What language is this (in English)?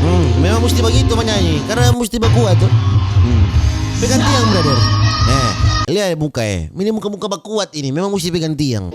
Manado Malay